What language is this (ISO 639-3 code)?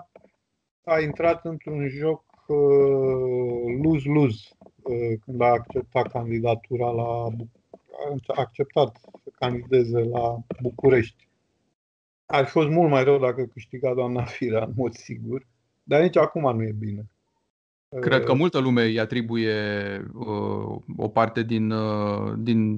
ron